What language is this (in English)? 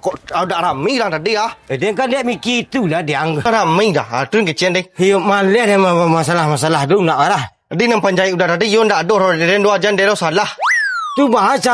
Minangkabau